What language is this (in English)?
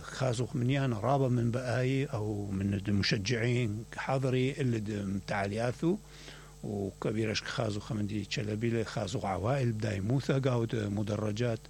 Mesopotamian Arabic